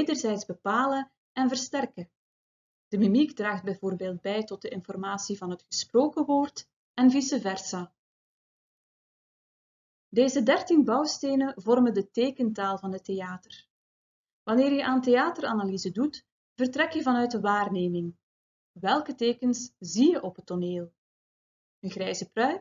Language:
Dutch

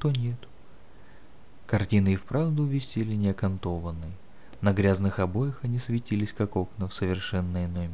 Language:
Russian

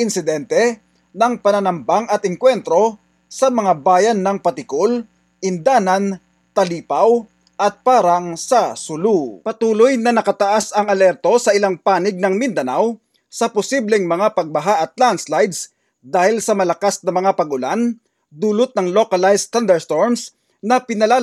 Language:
Filipino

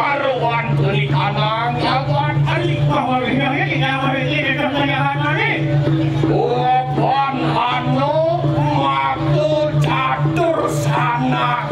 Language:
Balinese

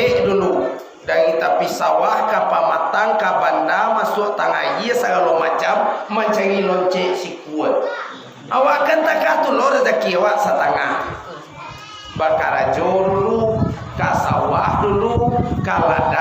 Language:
Minangkabau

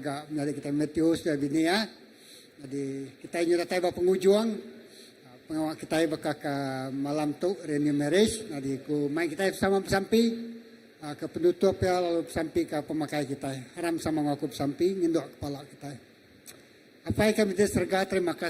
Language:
Iban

